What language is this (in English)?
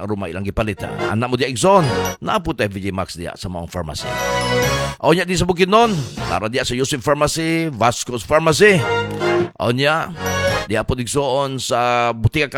Cebuano